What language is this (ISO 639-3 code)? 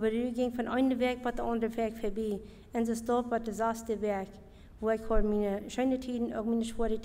pdt